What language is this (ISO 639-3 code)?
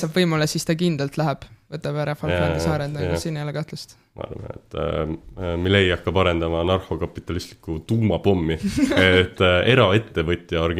est